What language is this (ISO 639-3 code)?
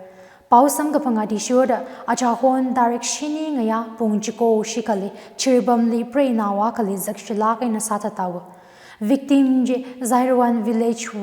nmf